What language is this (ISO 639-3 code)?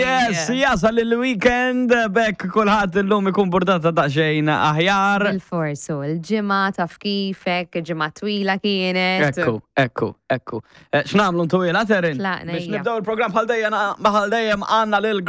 mlt